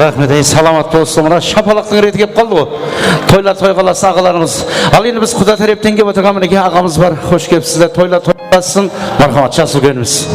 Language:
Kara-Kalpak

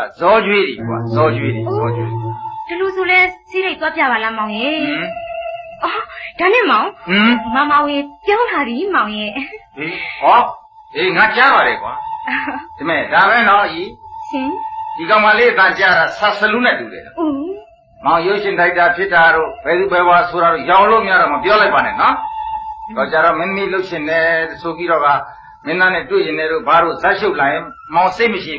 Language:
Burmese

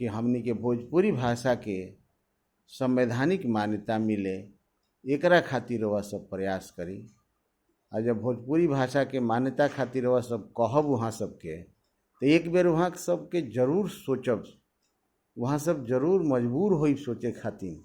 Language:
Bhojpuri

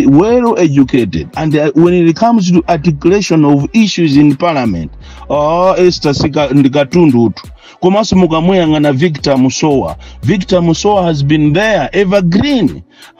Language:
Nyanja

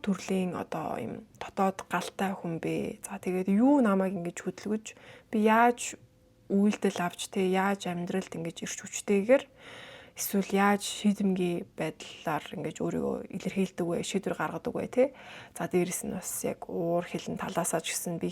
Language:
Mongolian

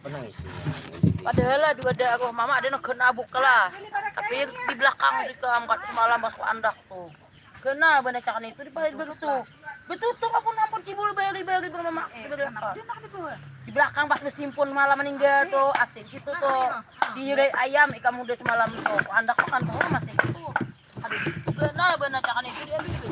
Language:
Banjar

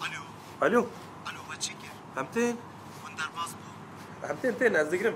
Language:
Kurdish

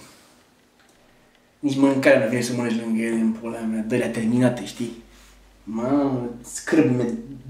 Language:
Romanian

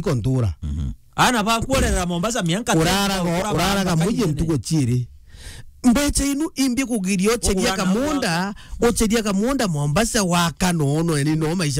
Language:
Meru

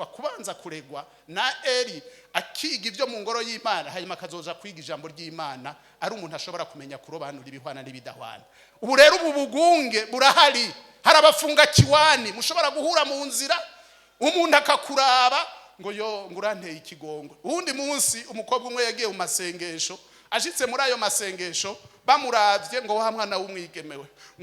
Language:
Rundi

